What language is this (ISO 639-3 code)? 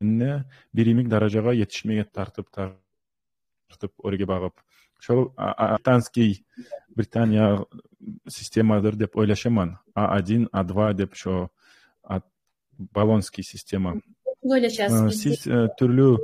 kum